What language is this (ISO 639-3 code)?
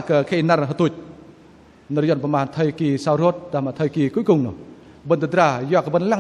bdq